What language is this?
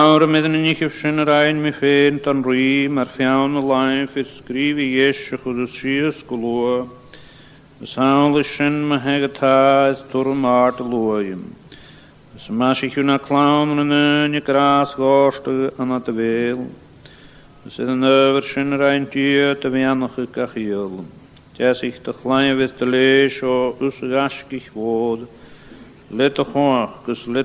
Scottish Gaelic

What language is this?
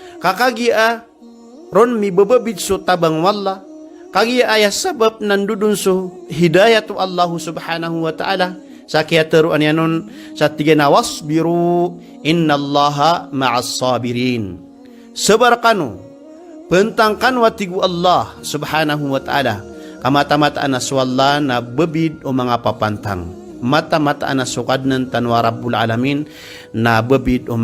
Maranao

